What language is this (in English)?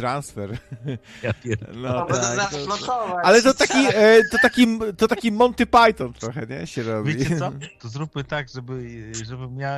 Polish